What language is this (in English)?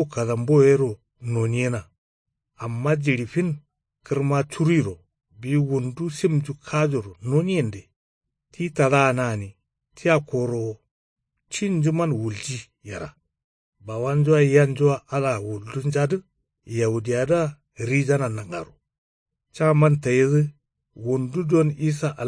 Kanuri